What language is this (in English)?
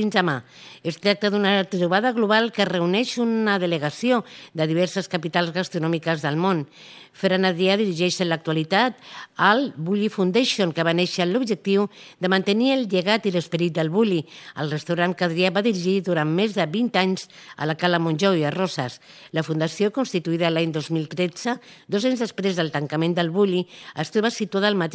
Catalan